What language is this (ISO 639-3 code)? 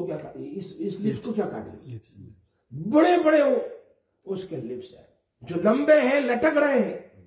urd